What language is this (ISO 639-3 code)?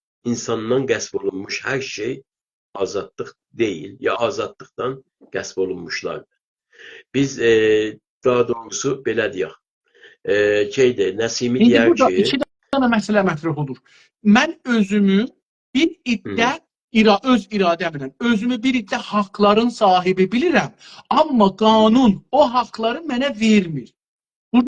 azb